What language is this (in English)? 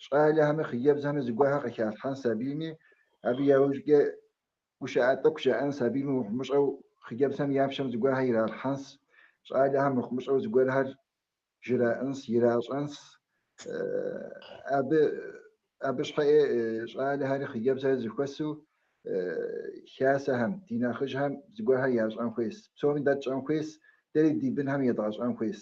Kabardian